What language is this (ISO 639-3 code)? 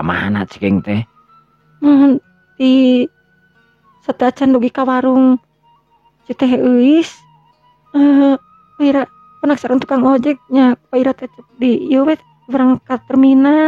sun